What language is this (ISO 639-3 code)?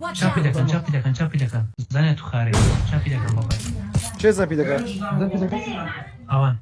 kur